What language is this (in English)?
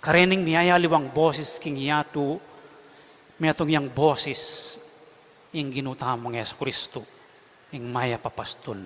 Pampanga